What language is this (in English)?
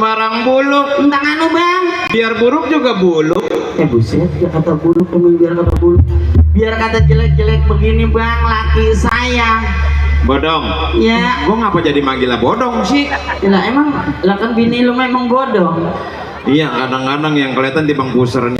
Betawi